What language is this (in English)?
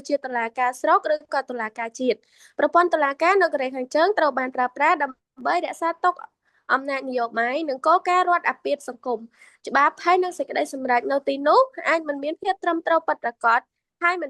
Khmer